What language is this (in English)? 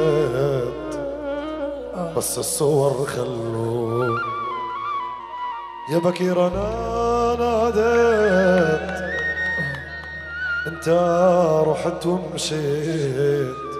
South Levantine Arabic